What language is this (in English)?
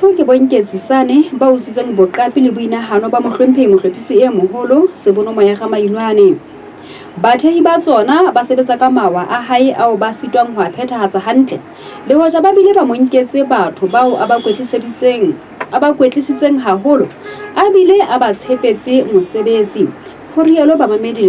Southern Sotho